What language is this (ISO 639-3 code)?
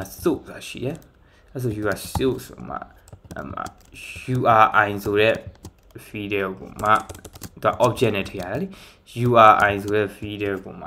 mya